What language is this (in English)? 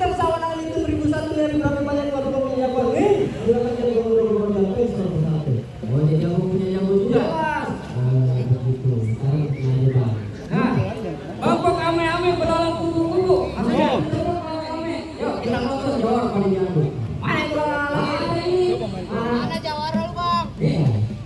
Betawi